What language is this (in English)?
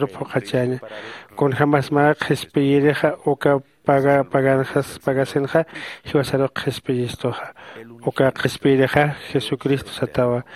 Aymara